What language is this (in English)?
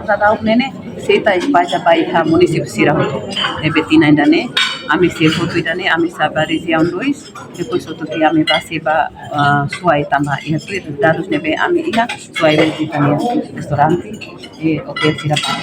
Tetum